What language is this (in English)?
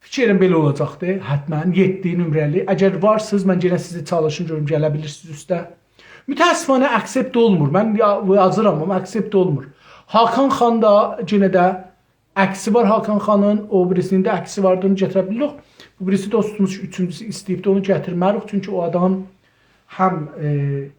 South Azerbaijani